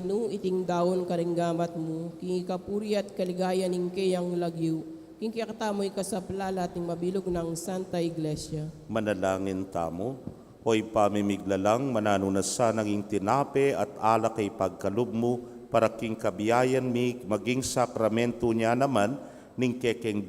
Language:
Pampanga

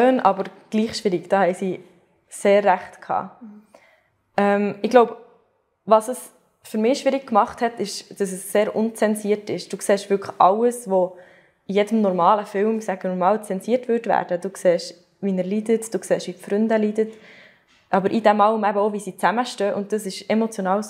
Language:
Swiss German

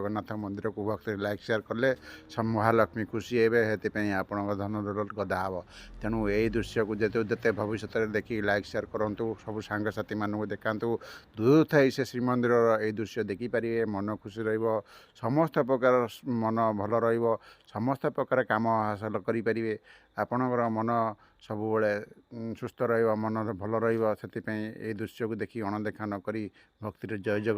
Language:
Odia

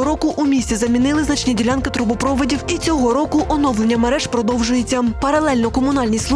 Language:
Ukrainian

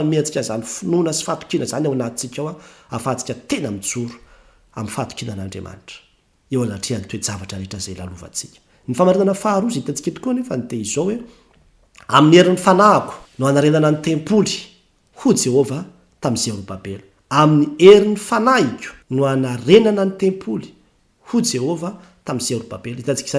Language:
Malagasy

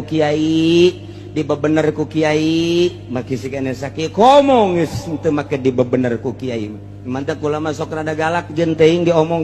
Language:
Sundanese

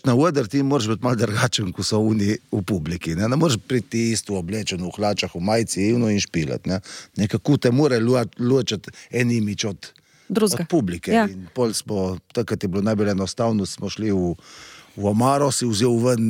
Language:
Slovenian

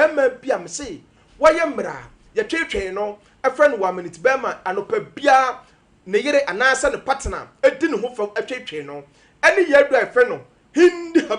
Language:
Akan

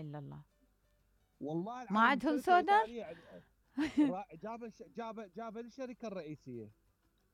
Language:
Mesopotamian Arabic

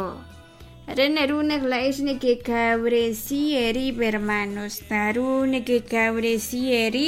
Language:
Kekchí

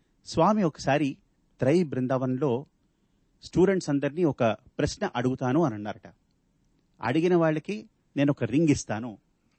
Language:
Telugu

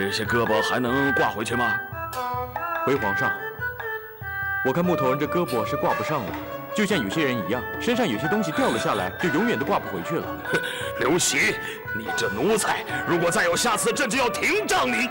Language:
Chinese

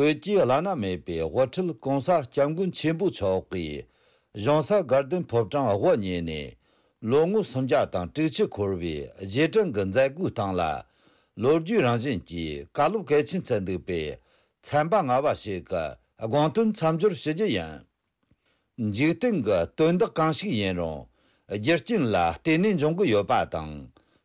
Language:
Tibetan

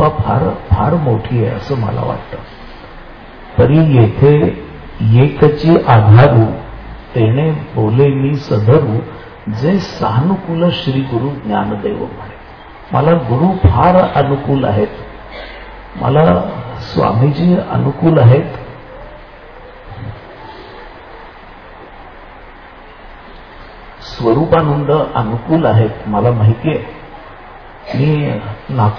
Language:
Marathi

